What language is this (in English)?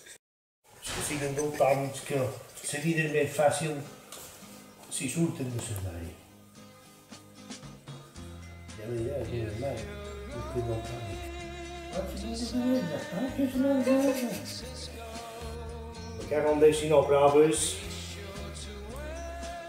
Catalan